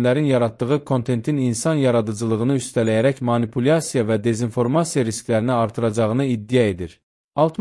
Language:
Azerbaijani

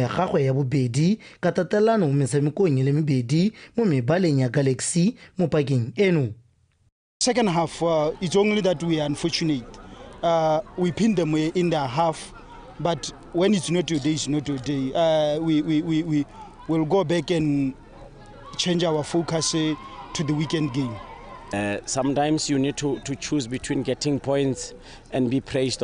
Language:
Tswana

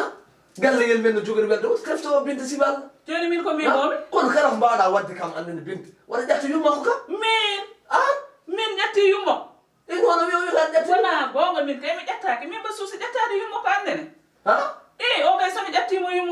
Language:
Fula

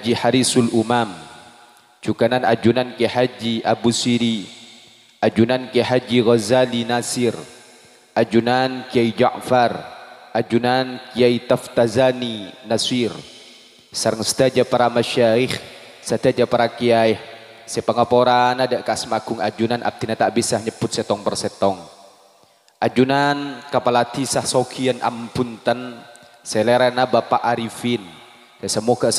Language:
Madurese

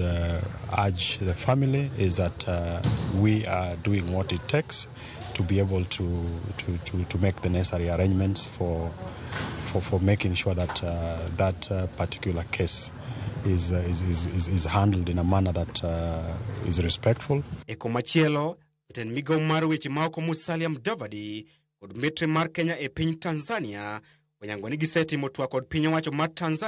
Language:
Luo (Kenya and Tanzania)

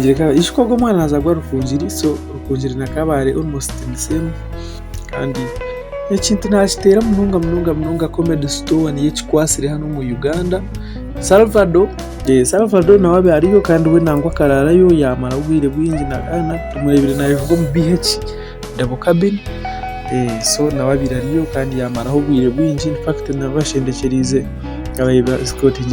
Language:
Nyankole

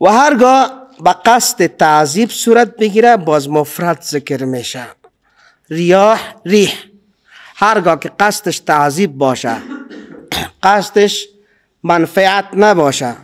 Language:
Persian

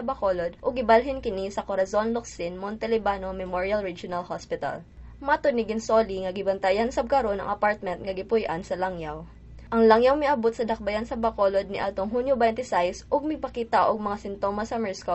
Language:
Cebuano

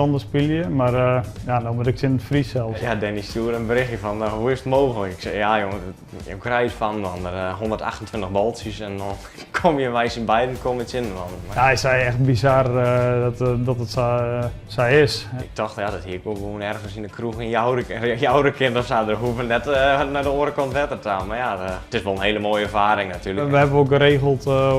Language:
Western Frisian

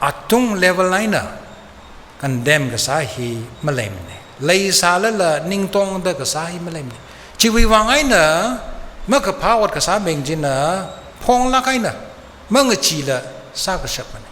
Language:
Tangkhul Naga (India)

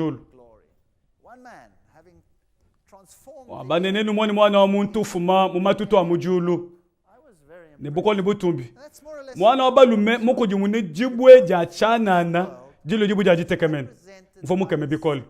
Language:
Luba-Lulua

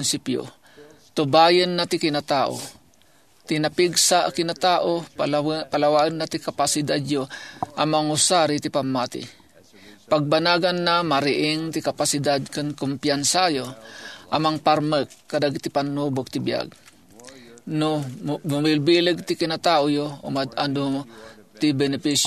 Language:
Iloko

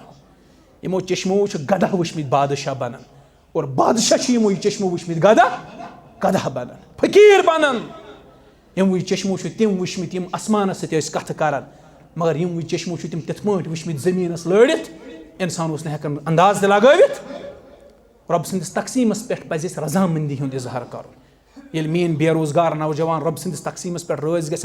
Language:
Kashmiri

